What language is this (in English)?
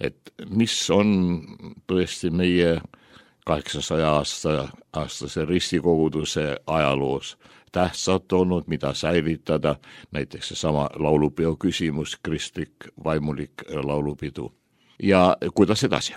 Estonian